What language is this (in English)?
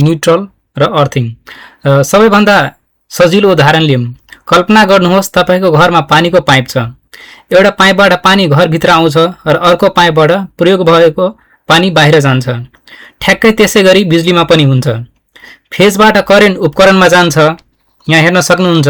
Nepali